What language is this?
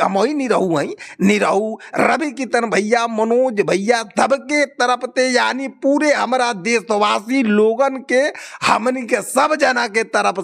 Bhojpuri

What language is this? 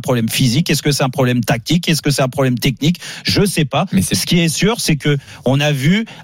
French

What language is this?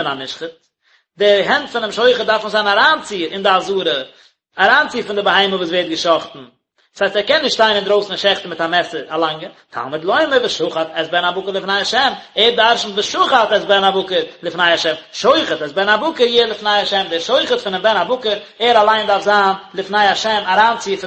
Yiddish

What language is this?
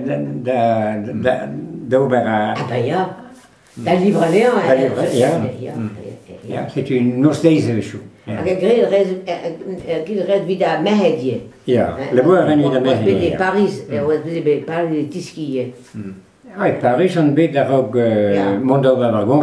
Breton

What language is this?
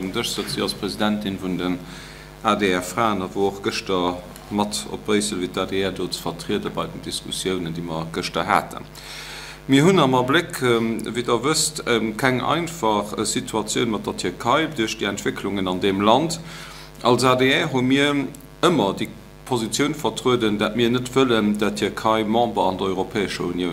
Luxembourgish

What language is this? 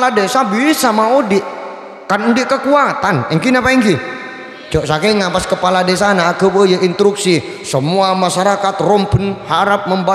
Madurese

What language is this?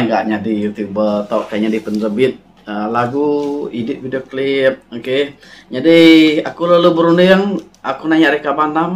Iban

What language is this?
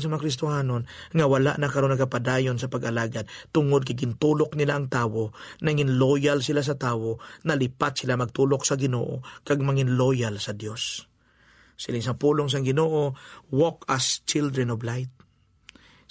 Hiligaynon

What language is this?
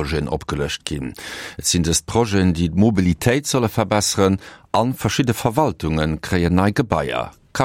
Luxembourgish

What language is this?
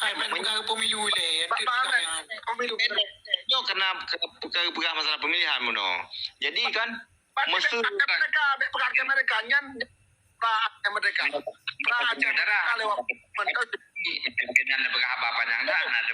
Achinese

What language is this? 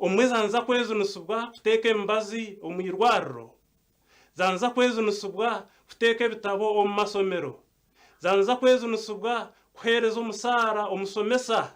Nyankole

